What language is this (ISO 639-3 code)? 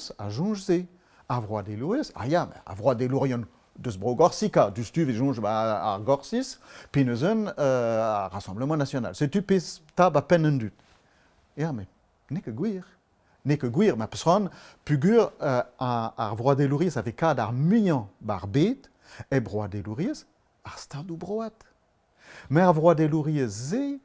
bre